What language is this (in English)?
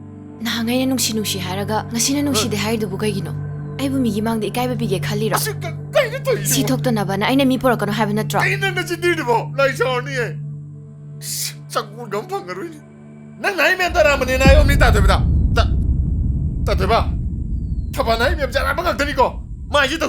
Manipuri